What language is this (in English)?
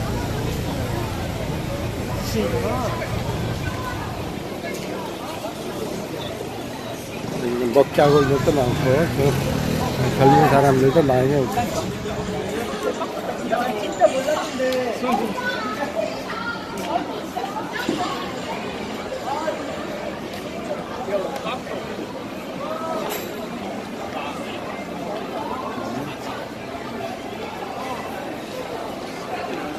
Korean